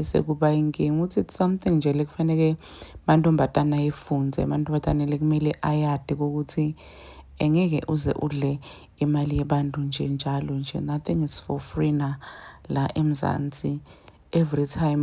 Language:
Zulu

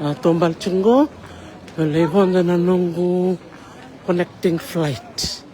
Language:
Fijian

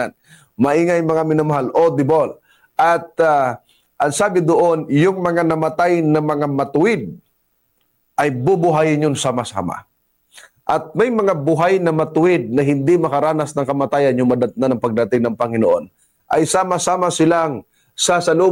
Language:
Filipino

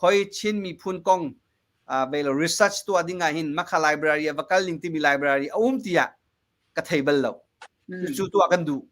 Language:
Hakha Chin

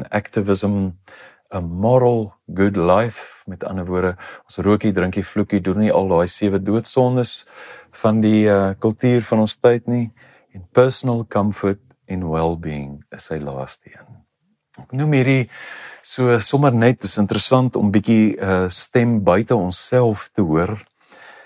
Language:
Afrikaans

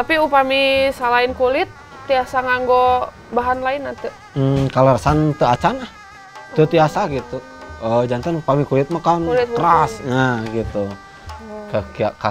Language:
Sundanese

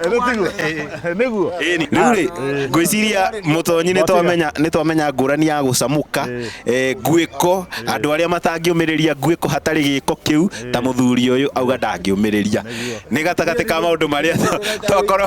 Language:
Kikuyu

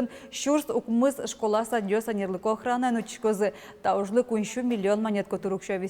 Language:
Udmurt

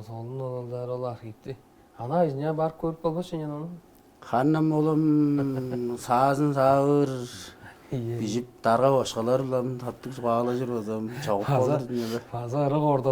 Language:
Tuvinian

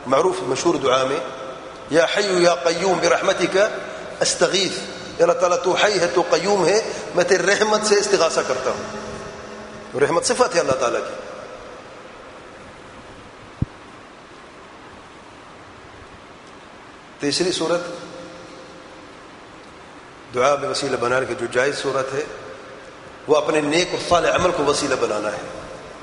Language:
Urdu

